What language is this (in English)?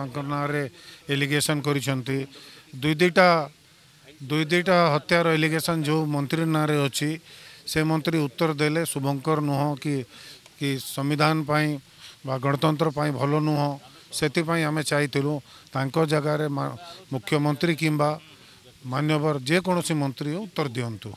Odia